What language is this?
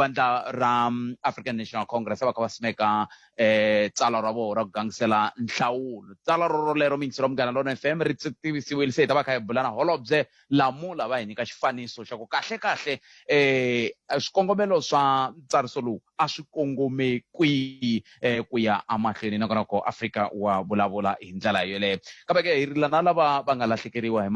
Tsonga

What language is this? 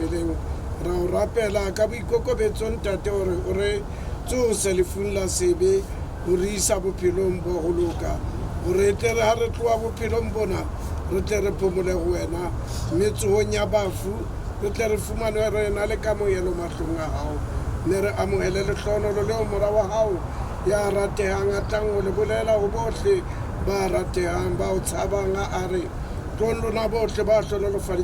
Southern Sotho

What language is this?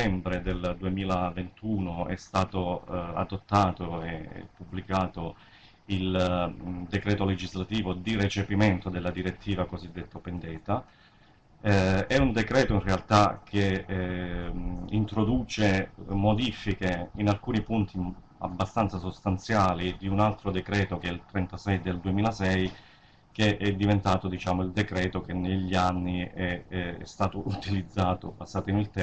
Italian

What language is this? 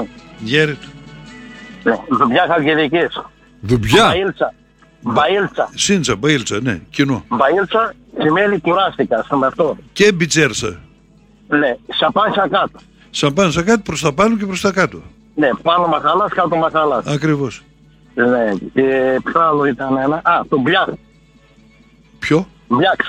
Greek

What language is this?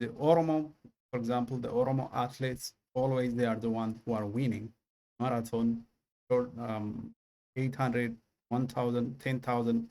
English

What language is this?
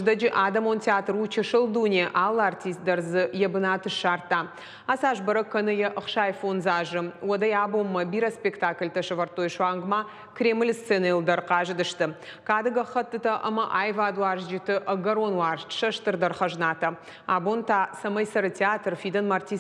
Ossetic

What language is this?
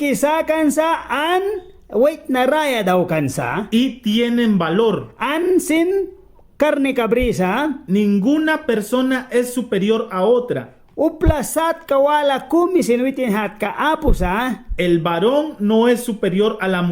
Mískito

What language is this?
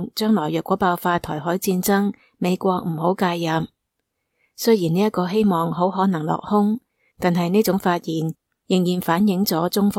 Cantonese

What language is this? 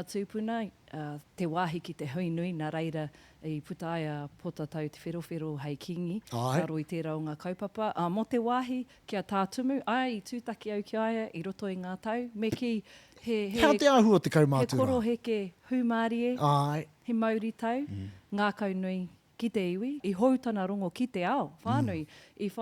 Māori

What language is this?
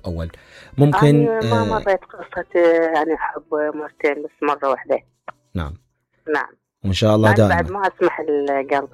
Mesopotamian Arabic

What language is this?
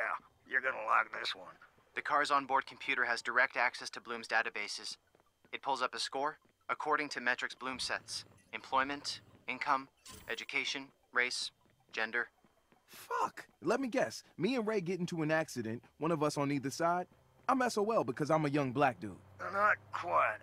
English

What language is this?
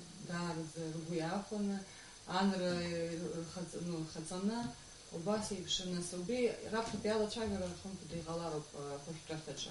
Abkhazian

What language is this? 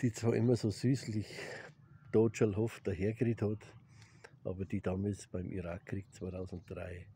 Bavarian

